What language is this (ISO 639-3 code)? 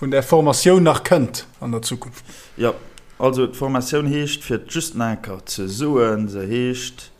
ltz